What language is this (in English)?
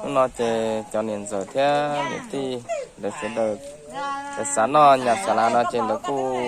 Hmong